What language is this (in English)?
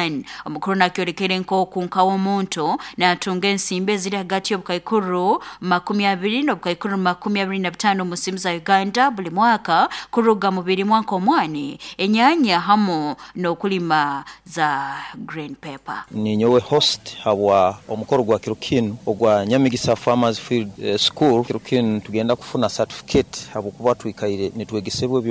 Nyoro